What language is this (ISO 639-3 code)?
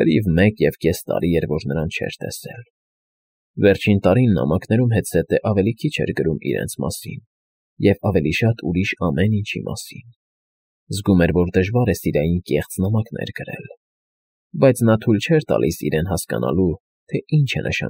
hye